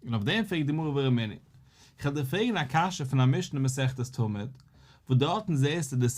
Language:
Yiddish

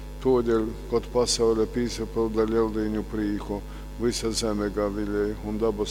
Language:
Latgalian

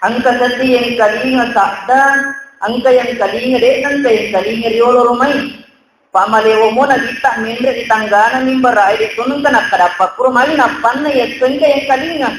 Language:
Buginese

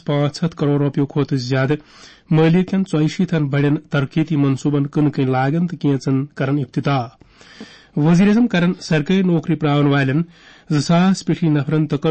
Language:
Kashmiri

